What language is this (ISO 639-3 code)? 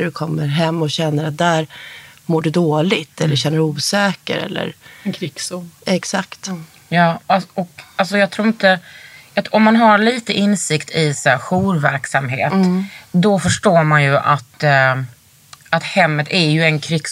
swe